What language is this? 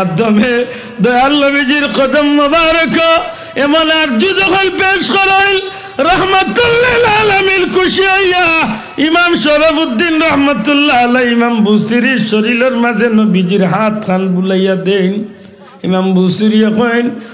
Sylheti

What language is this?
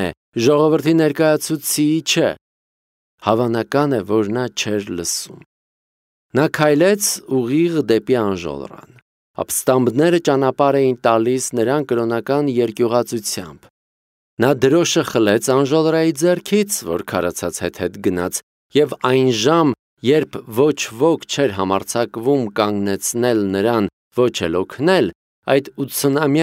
Armenian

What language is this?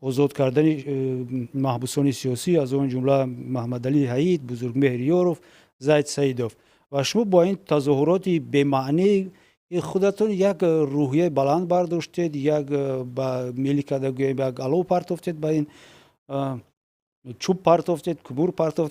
Tajik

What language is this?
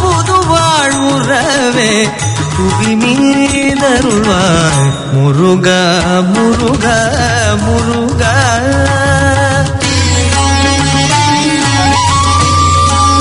Tamil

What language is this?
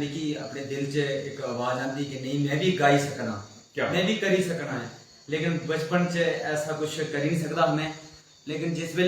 Dogri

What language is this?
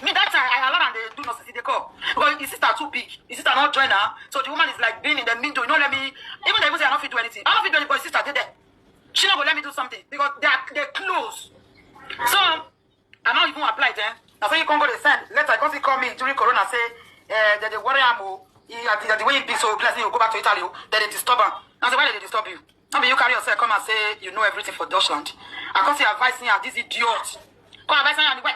Nigerian Pidgin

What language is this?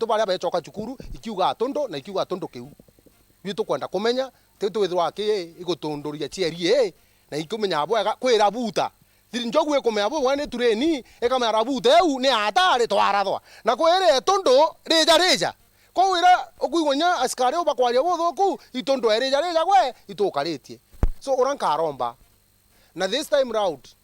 Meru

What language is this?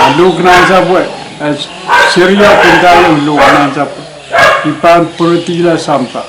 Pohnpeian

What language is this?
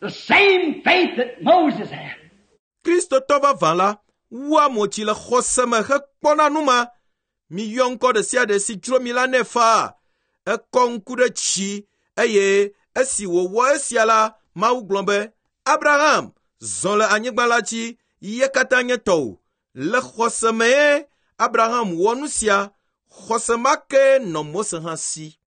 Ewe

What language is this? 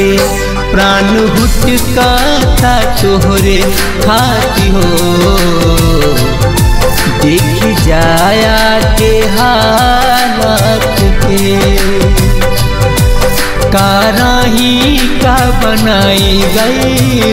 Bhojpuri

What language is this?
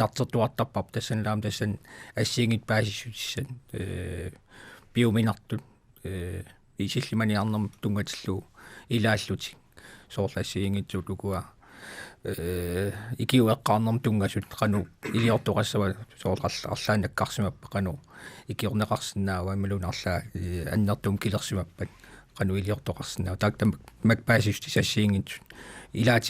Kalaallisut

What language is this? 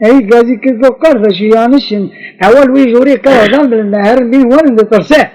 Kurdish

